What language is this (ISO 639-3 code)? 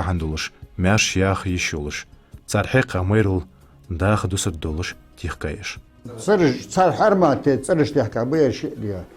inh